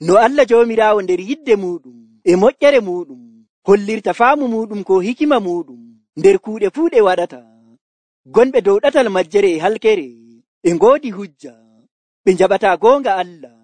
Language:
Nigerian Fulfulde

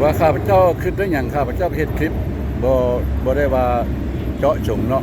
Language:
Lao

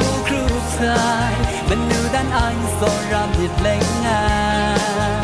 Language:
Kachin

